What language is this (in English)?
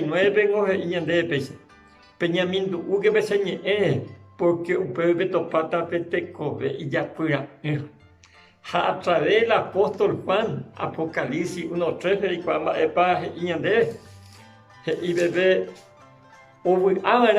Guarani